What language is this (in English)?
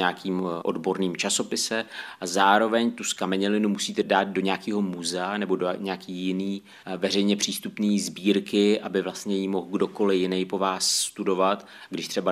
Czech